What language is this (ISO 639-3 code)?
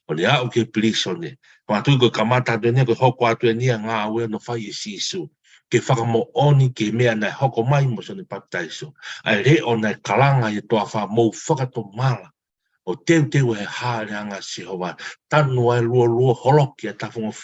ton